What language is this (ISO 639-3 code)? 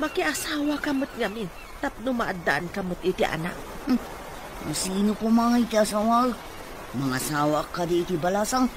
ilo